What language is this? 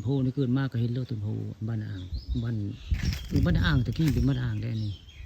Northeastern Thai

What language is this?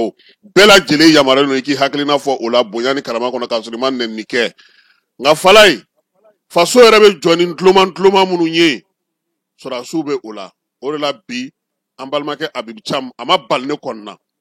Bambara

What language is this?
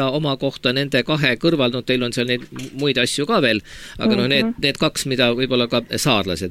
Estonian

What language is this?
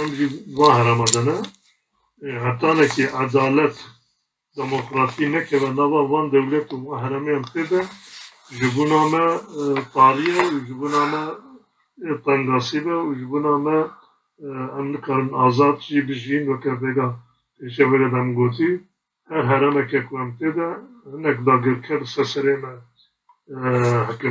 Kurdish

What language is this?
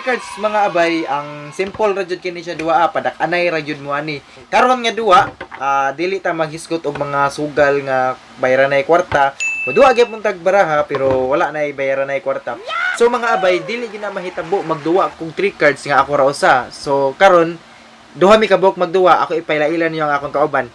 Cebuano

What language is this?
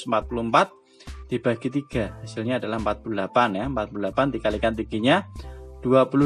Indonesian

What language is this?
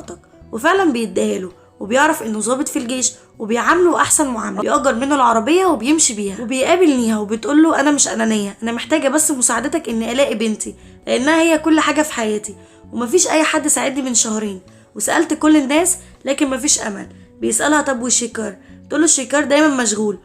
Egyptian Arabic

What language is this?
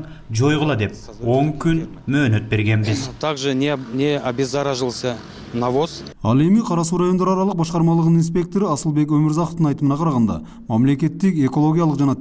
Kyrgyz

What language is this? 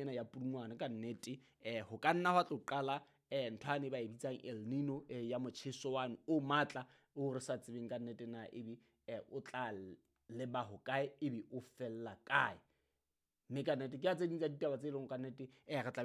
Southern Sotho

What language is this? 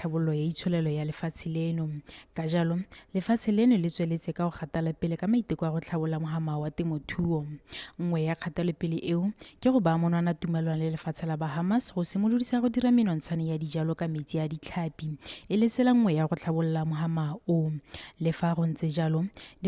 Tswana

